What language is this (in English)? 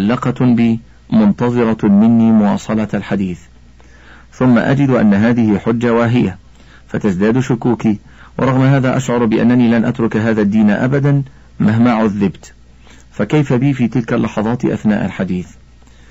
Arabic